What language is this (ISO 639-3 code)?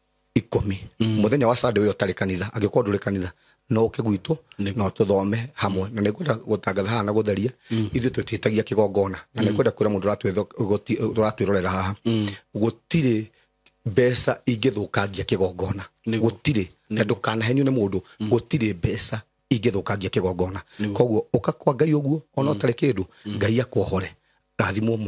kik